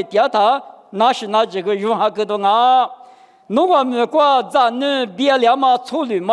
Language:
Lisu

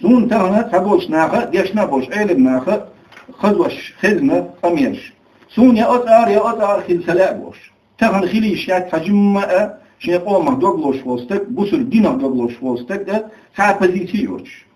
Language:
Chechen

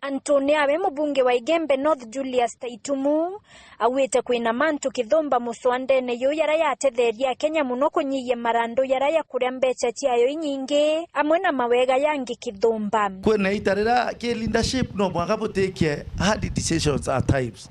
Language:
Meru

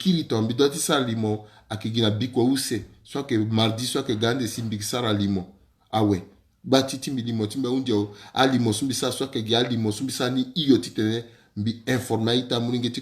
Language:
Sango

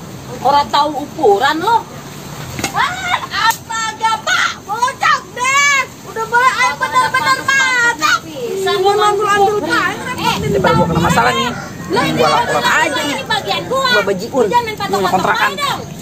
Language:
Betawi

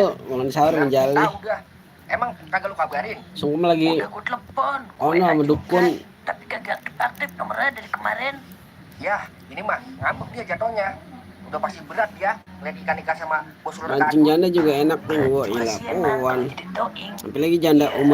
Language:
Betawi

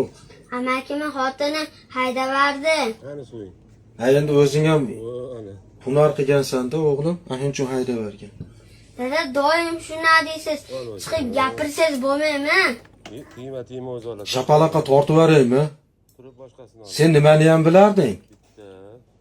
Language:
Uzbek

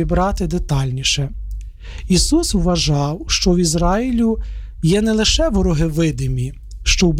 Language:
Ukrainian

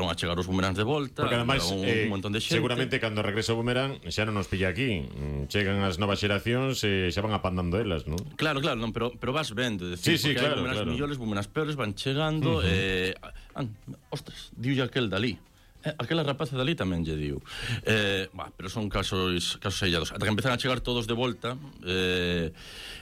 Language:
Galician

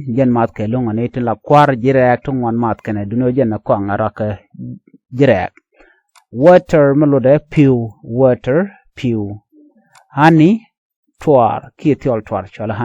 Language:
Nuer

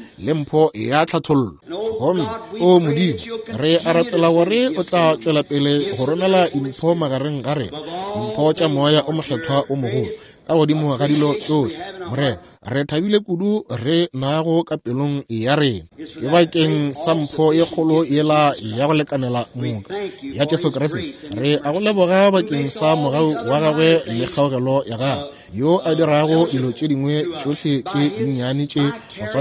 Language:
Northern Sotho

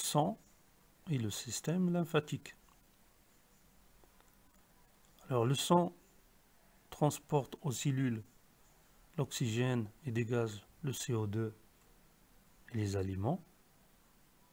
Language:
French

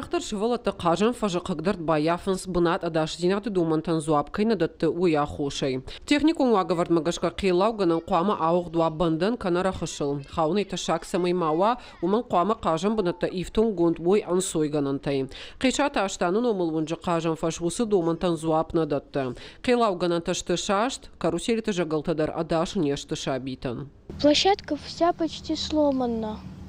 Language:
Ossetic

